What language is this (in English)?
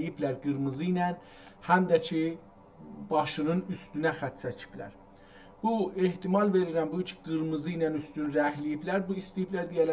South Azerbaijani